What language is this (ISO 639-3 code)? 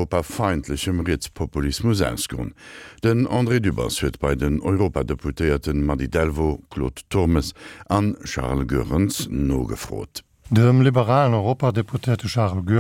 ltz